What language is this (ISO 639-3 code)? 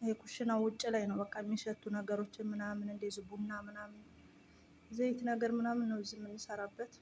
amh